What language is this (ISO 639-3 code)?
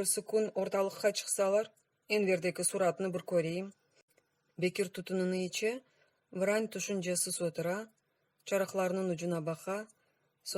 crh